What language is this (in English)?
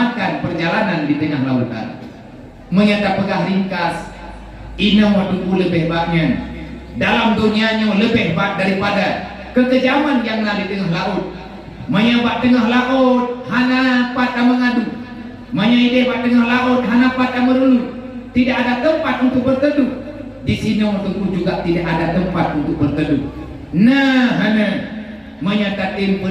Achinese